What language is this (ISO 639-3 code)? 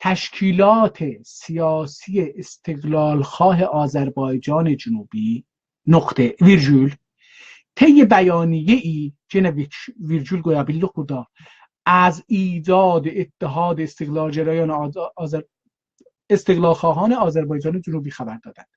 azb